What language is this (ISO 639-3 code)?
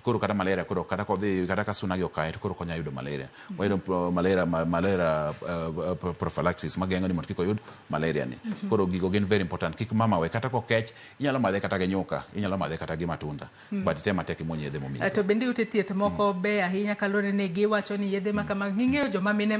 luo